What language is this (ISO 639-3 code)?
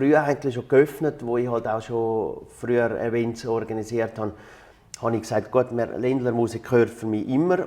gsw